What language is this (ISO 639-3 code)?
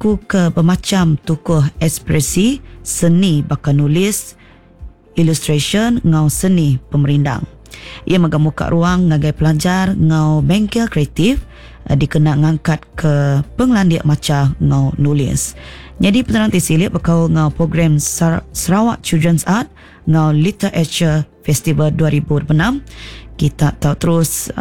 iba